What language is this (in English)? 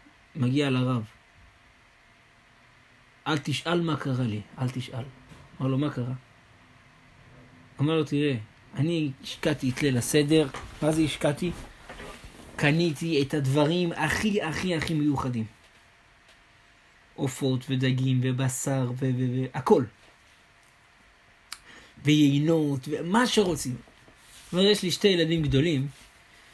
Hebrew